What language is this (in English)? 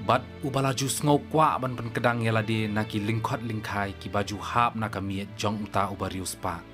Khasi